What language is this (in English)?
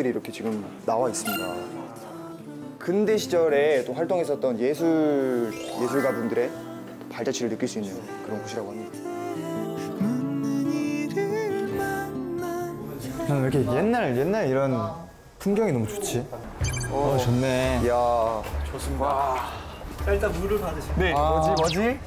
Korean